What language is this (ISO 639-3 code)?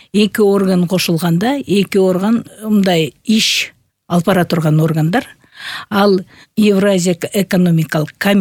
kir